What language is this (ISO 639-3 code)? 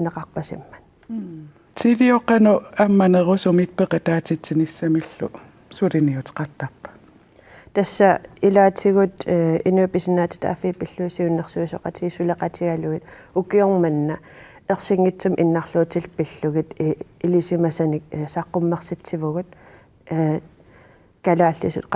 kal